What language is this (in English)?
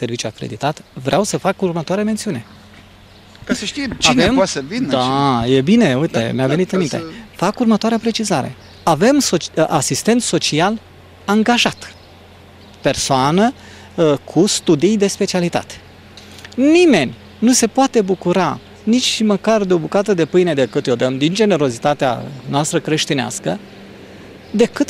Romanian